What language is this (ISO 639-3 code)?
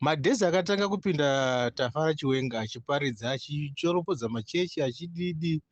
sna